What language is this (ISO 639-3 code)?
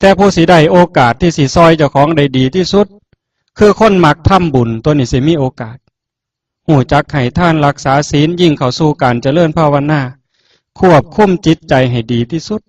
tts